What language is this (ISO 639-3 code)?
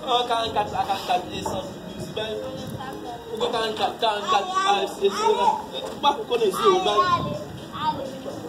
hat